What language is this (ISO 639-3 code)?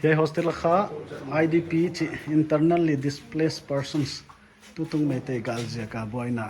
pck